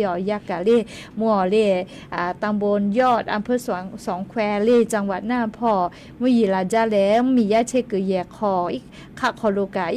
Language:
Lahu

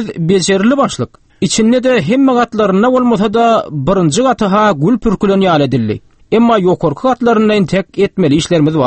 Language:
Turkmen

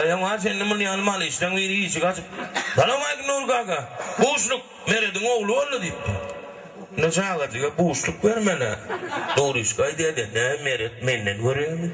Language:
Turkmen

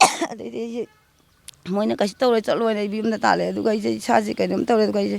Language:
Manipuri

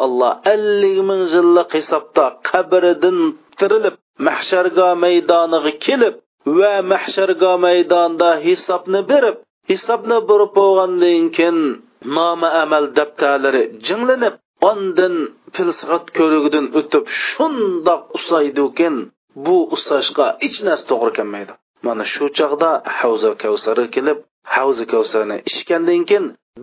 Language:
Uyghur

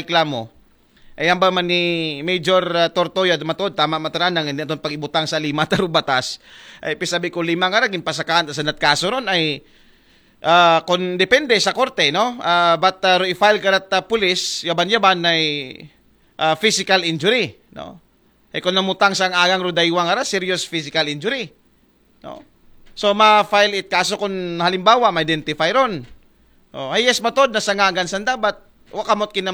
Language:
Aklanon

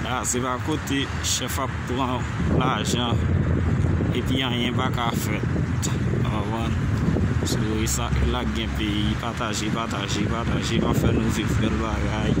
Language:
Haitian Creole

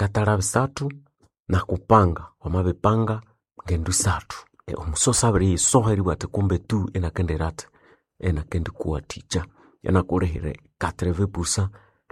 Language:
Nande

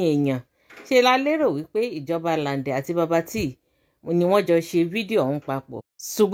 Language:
Yoruba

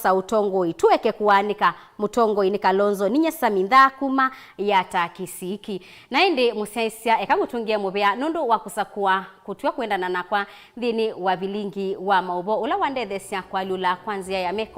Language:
Kamba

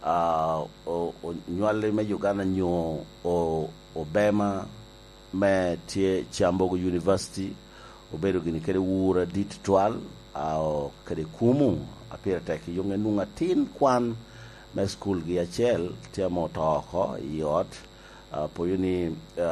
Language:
Lango (Uganda)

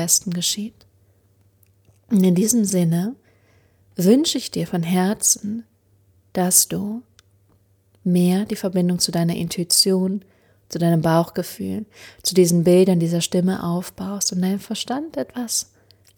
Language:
German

